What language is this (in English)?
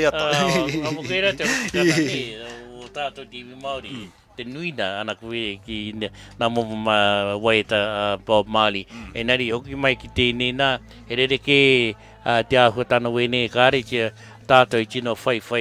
Māori